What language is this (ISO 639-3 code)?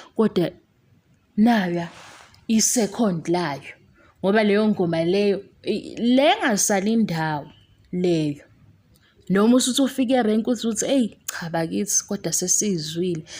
zul